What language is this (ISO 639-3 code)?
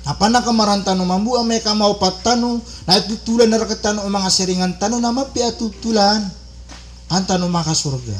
mrw